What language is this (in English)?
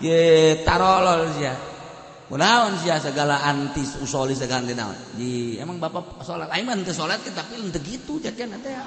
Sundanese